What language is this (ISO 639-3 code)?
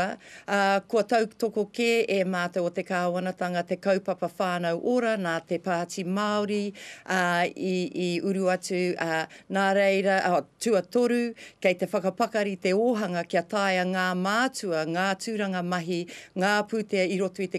mri